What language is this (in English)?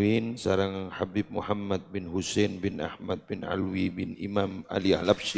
Madurese